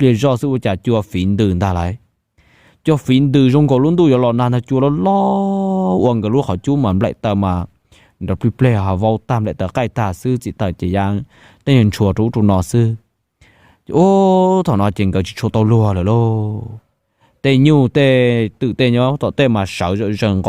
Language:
Hmong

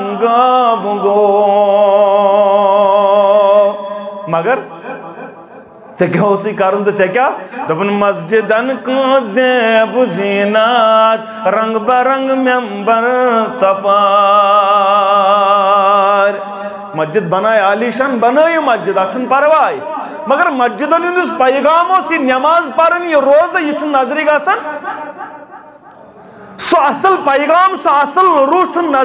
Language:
Kashmiri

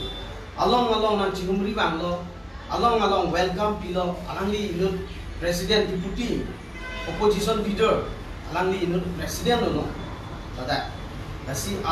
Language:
Karbi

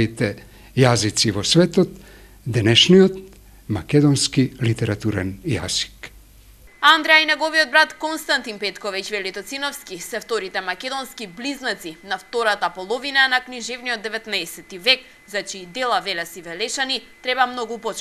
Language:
Macedonian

